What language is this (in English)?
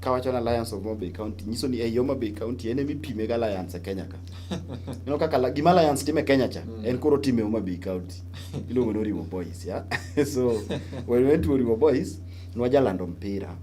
Luo (Kenya and Tanzania)